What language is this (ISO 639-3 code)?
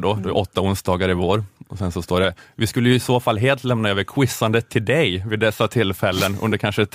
swe